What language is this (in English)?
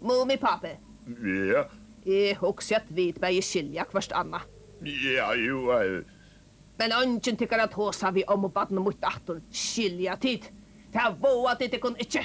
Faroese